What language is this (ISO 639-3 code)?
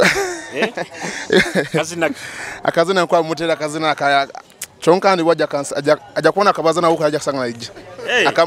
nyo